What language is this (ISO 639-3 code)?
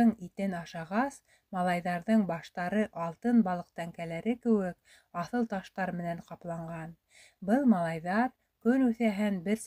bak